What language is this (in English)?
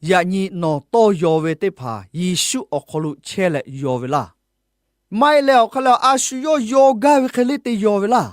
Lahu